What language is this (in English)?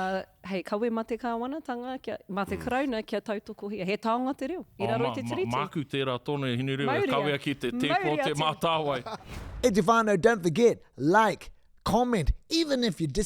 Māori